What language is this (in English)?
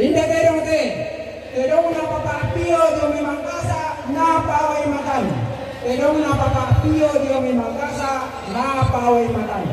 Toraja-Sa'dan